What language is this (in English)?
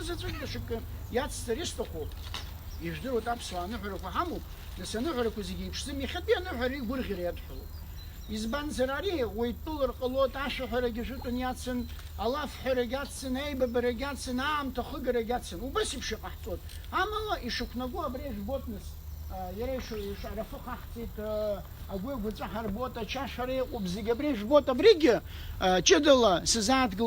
Abkhazian